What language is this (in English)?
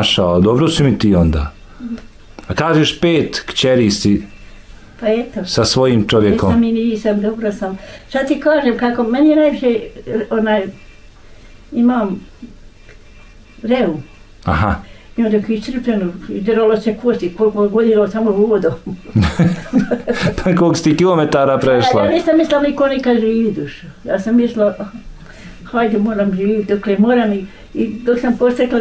Bosnian